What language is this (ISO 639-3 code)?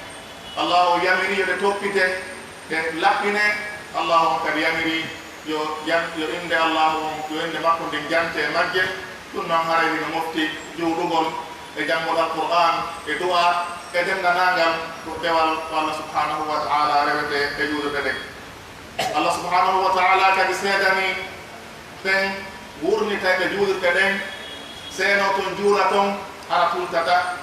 fuf